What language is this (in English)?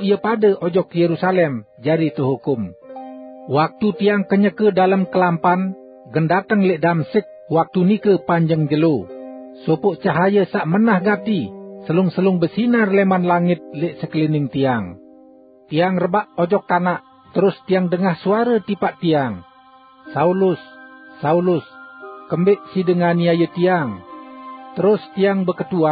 Sasak